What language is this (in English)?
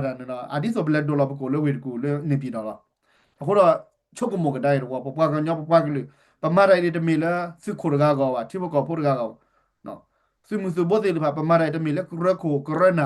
S'gaw Karen